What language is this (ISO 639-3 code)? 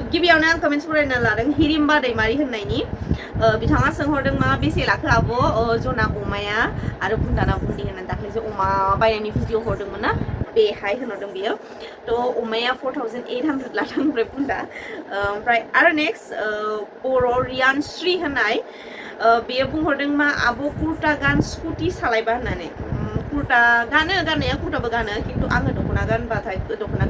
brx